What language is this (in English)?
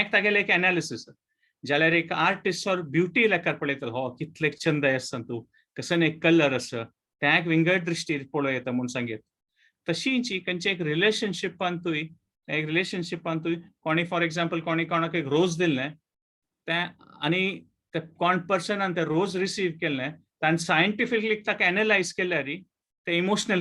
Konkani